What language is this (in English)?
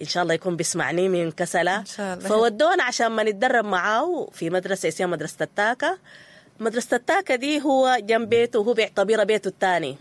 Sudanese Arabic